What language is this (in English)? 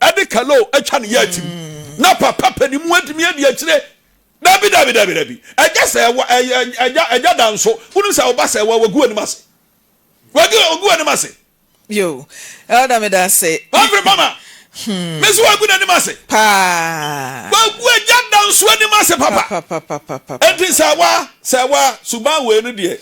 Akan